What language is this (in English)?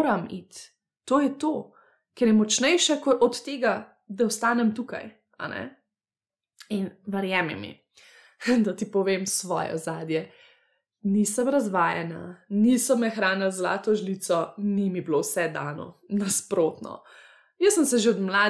Slovenian